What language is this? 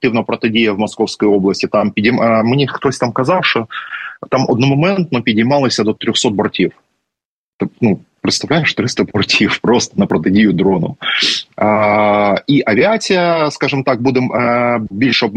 Ukrainian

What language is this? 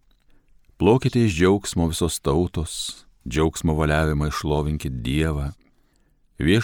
Lithuanian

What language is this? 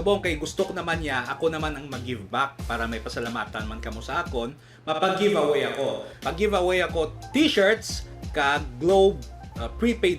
Hiligaynon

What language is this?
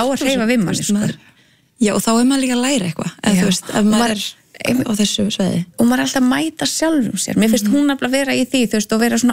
Icelandic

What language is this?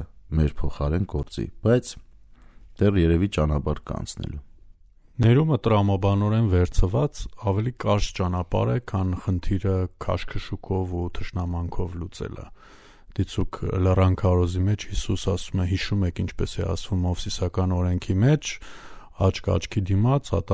Armenian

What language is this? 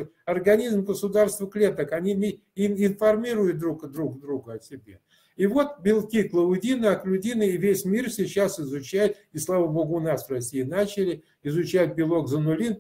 Russian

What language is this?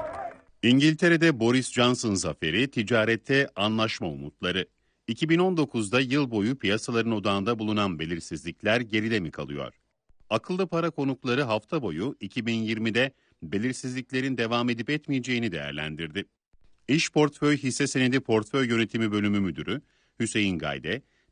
Turkish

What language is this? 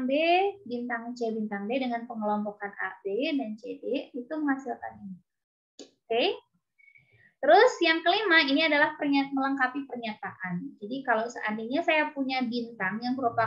Indonesian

